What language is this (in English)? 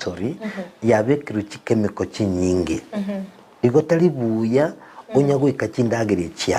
Gusii